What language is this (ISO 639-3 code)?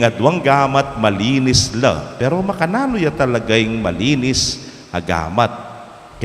pam